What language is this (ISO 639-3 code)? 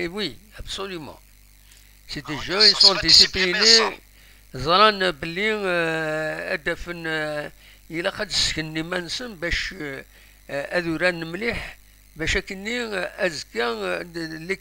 kab